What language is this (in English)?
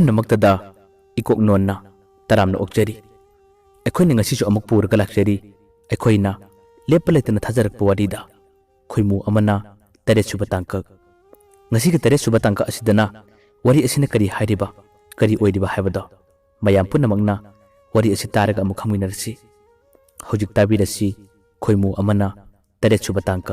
Manipuri